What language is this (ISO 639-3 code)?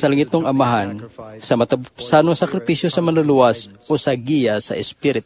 ceb